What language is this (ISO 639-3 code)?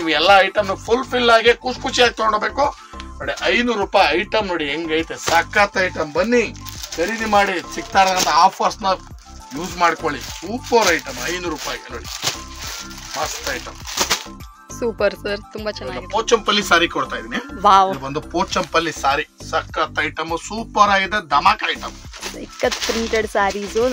kan